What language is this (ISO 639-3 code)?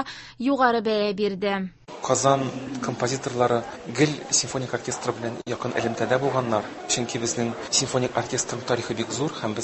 tat